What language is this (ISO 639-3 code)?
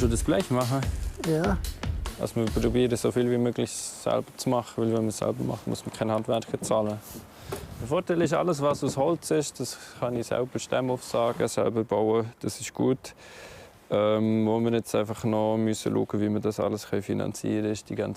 gsw